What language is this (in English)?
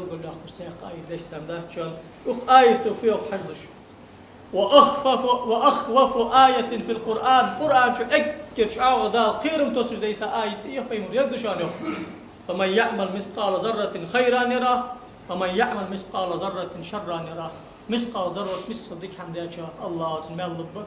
Ingush